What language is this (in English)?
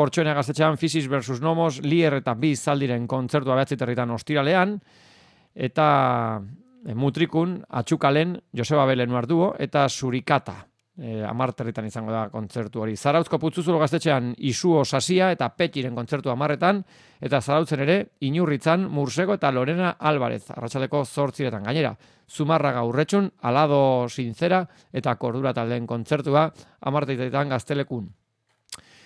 Basque